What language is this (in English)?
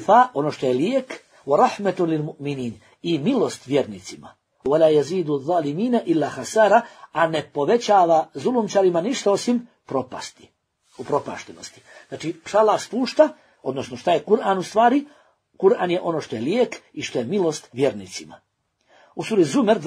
Bosnian